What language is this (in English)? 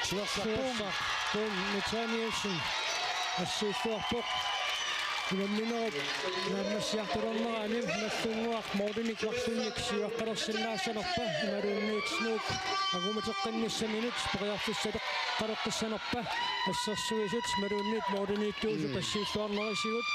Kalaallisut